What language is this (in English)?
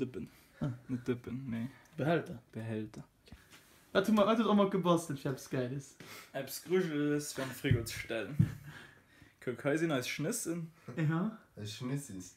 Luxembourgish